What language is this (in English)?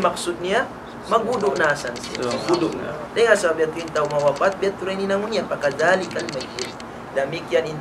Tausug